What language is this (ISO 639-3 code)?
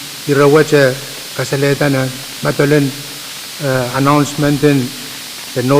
pon